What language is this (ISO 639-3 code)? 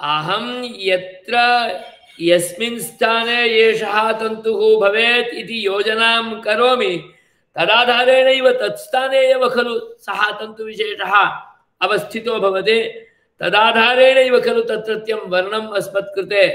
san